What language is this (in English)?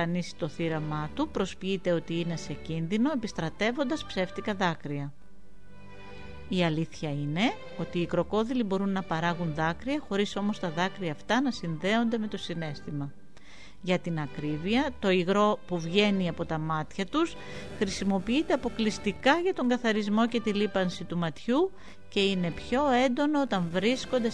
Greek